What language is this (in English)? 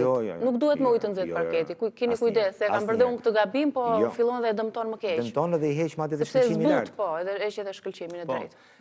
Albanian